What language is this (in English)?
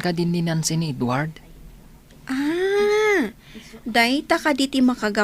Iloko